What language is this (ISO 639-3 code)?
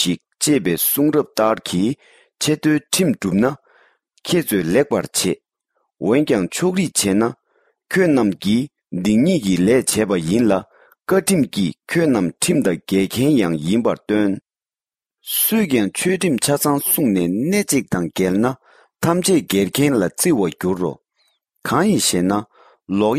bod